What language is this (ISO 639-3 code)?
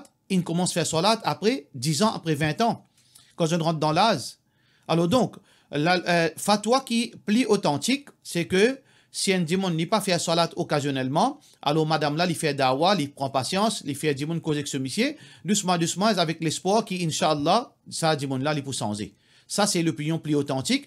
mfe